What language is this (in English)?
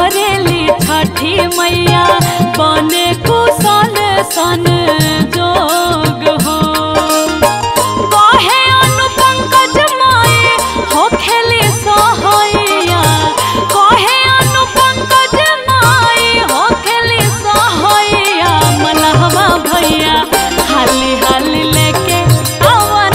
Bhojpuri